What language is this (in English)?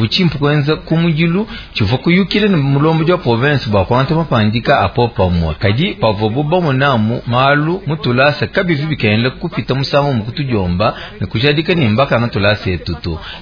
Luba-Lulua